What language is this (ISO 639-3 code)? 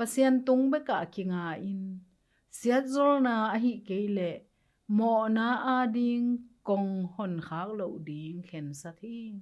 ctd